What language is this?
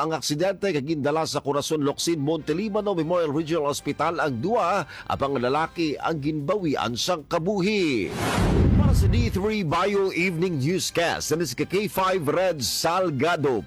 Hiligaynon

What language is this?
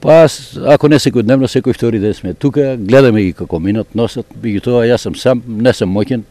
Macedonian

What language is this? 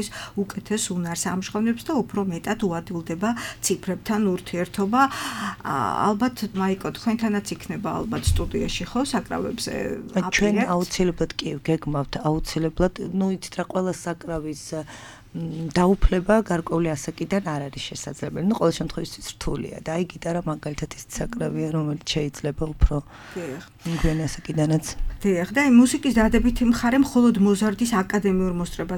Georgian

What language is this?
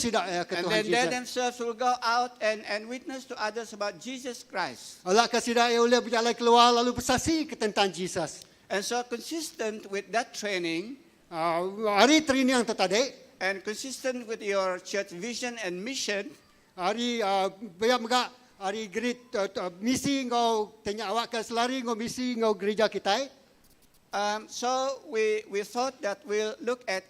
Iban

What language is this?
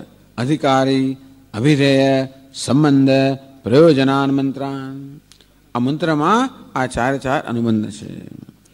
Gujarati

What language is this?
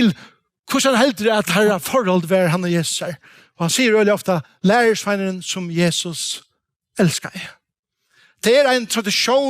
Faroese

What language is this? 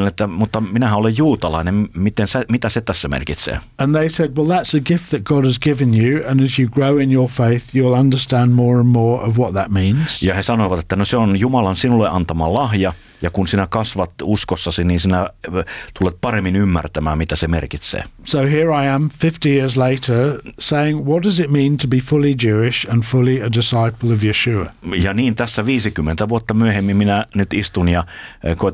Finnish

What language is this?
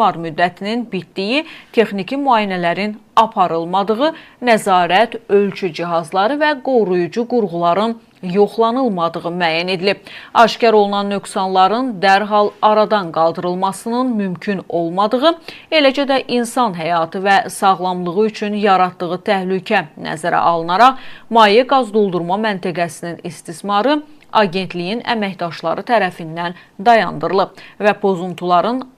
Azerbaijani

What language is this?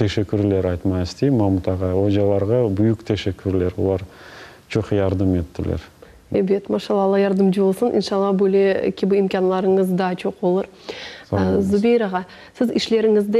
Crimean Tatar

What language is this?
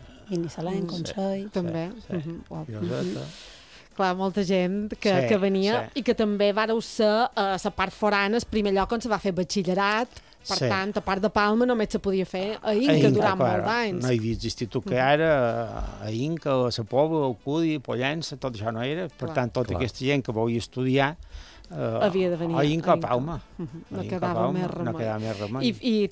Catalan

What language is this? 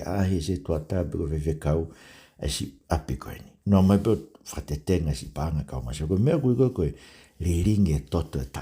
Tongan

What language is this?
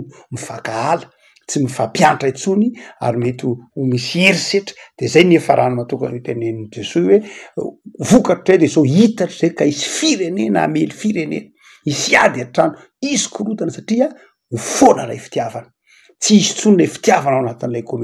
Malagasy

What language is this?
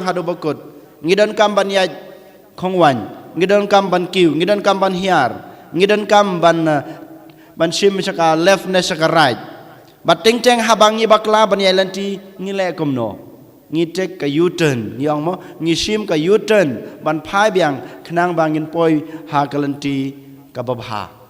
Khasi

